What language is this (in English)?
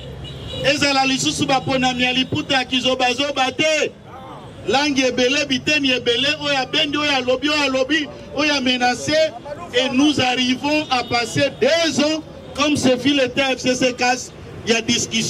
Lingala